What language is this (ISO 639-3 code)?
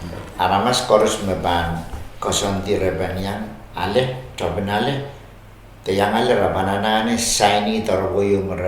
pon